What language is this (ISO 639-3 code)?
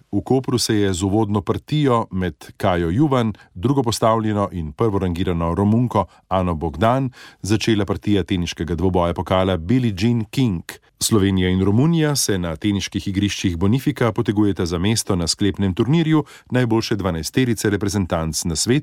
slv